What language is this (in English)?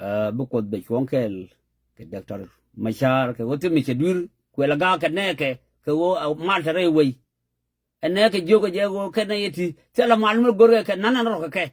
Nuer